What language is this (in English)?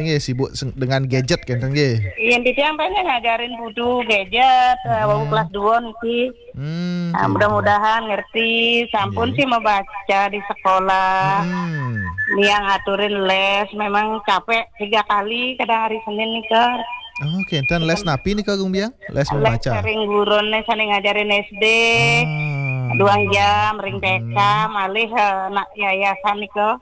Balinese